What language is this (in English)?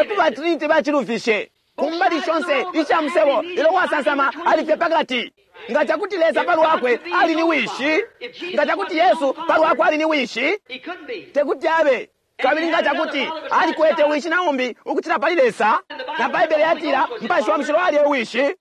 Bemba